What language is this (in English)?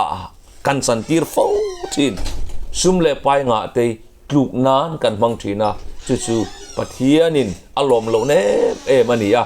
Mizo